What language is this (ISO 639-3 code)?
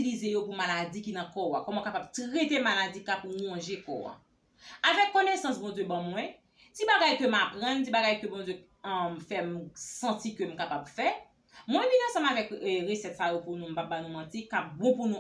hat